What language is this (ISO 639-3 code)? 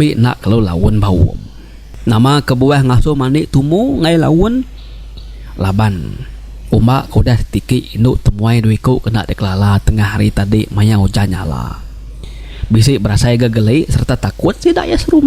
iba